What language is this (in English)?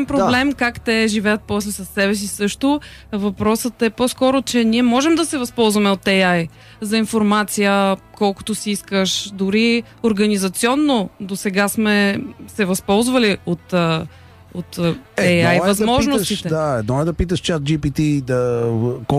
Bulgarian